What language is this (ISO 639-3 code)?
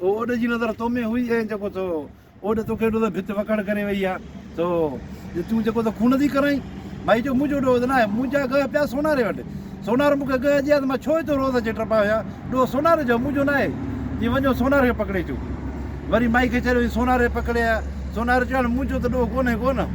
snd